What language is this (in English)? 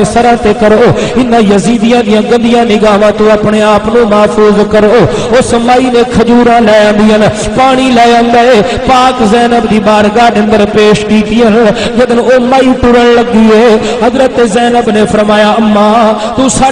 Saraiki